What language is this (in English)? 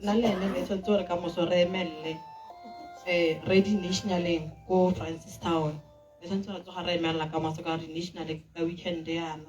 Tswana